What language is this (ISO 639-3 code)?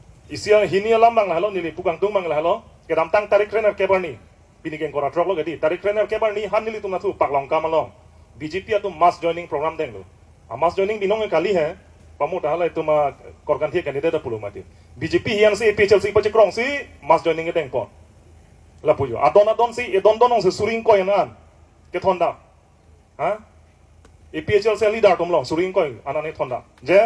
mjw